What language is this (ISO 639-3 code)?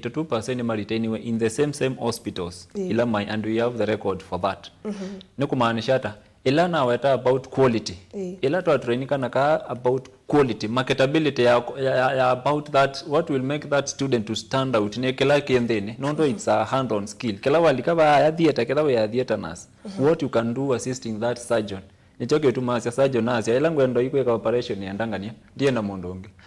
kam